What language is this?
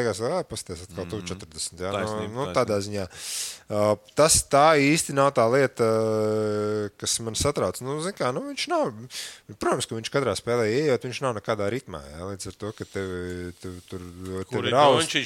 Latvian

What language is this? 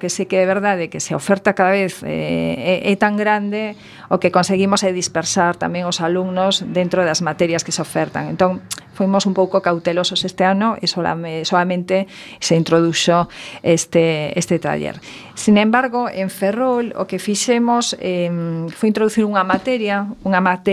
Galician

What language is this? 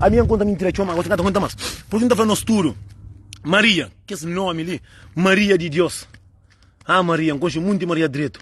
Kabuverdianu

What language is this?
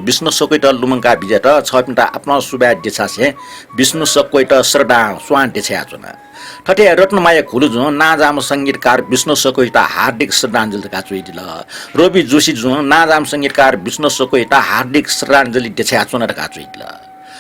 Newari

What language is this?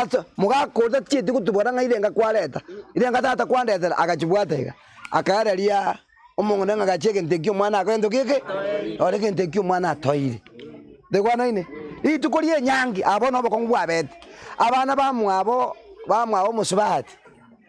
Gusii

